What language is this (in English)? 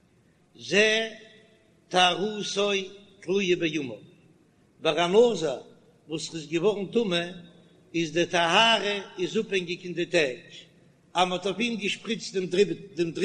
Yiddish